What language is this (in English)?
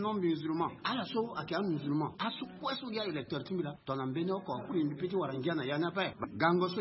Sango